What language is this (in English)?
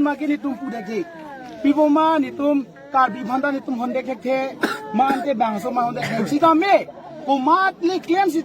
Karbi